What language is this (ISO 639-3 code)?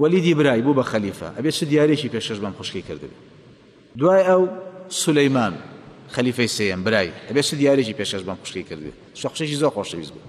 ckb